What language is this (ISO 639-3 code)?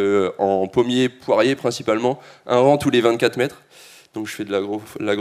fra